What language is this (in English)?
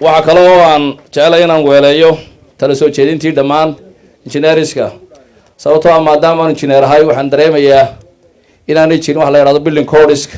Somali